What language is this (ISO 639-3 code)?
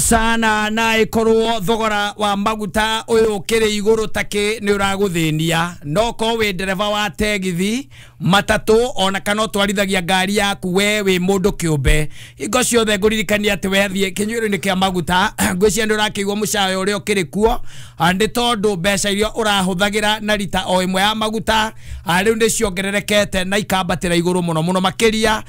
kik